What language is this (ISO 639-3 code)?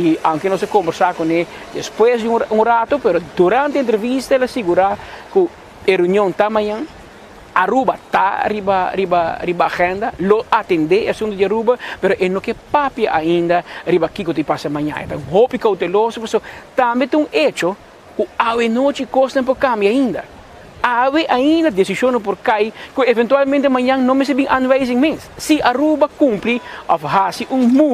pap